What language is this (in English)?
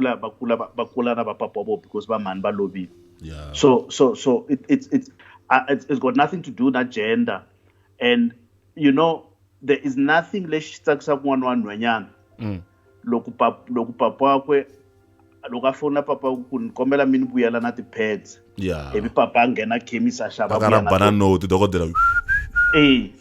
Tsonga